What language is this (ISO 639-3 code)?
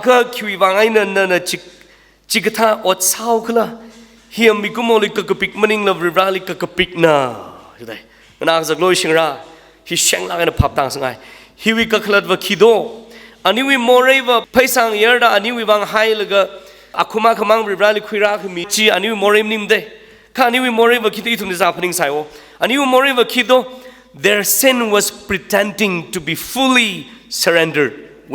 nmf